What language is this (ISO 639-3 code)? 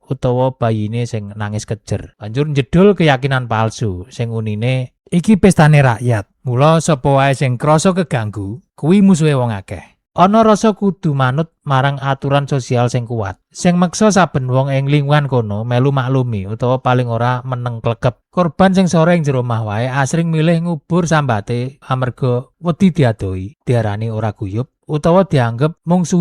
jav